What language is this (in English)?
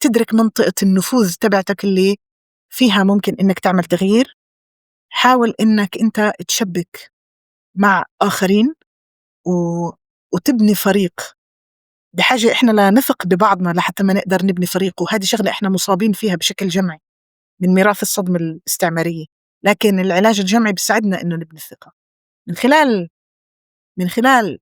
North Levantine Arabic